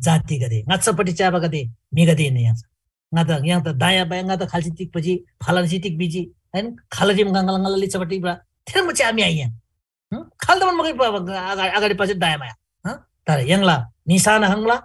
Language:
Eastern Tamang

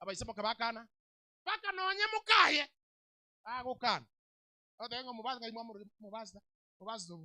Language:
Gusii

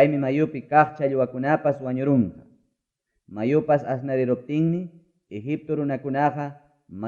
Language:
Ayacucho Quechua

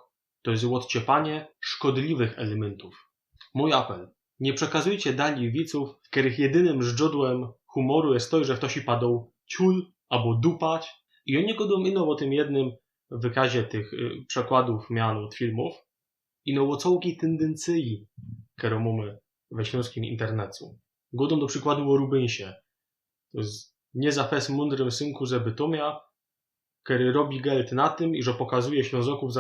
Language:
Silesian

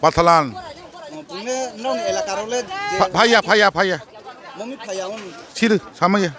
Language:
Riang (India)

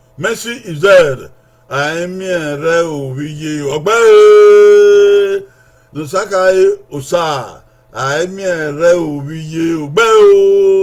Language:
Bini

